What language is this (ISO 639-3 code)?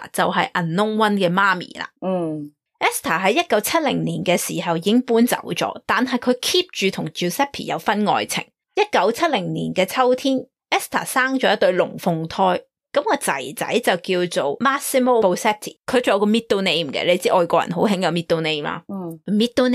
yue